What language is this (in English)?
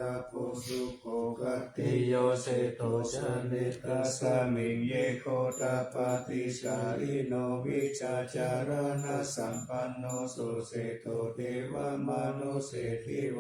Pali